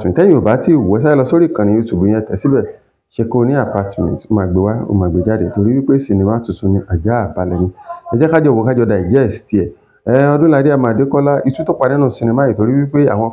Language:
Yoruba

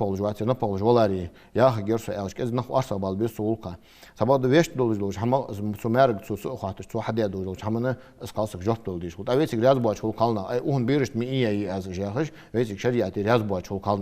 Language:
Ingush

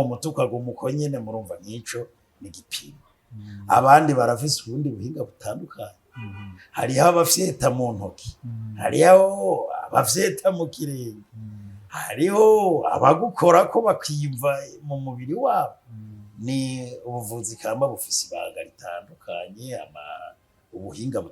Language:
Rundi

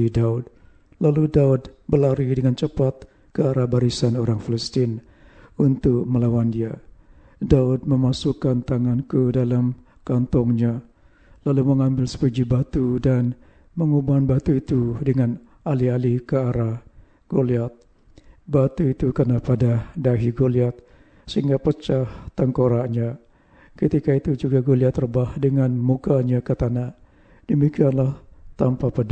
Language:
Malay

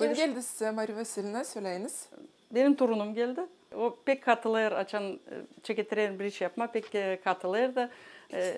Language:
Gagauz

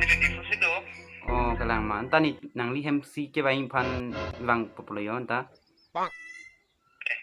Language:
Karbi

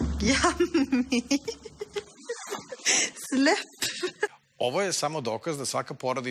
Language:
Serbian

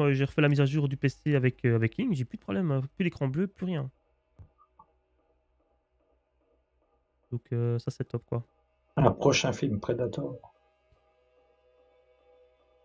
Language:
French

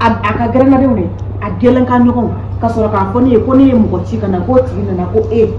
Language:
Bambara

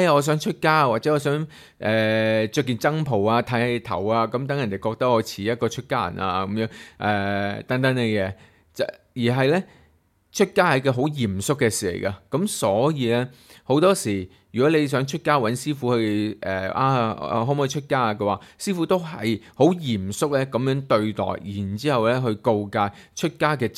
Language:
Cantonese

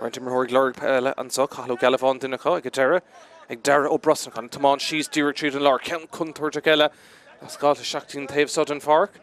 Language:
Irish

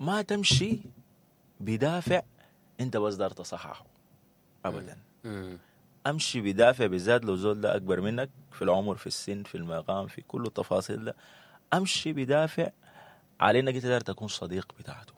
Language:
Sudanese Arabic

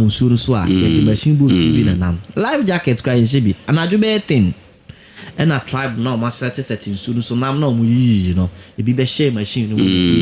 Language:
Akan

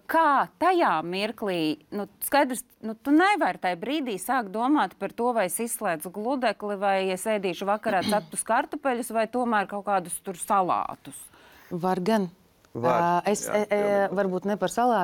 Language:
Latvian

